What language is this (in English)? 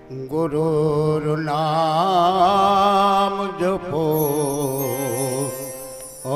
Bangla